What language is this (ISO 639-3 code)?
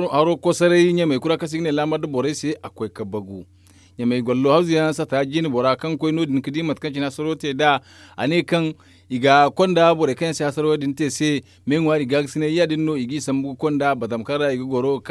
dje